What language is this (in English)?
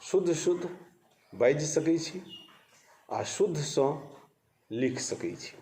Maithili